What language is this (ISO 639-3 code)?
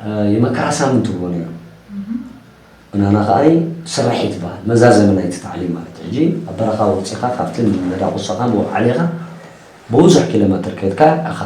tir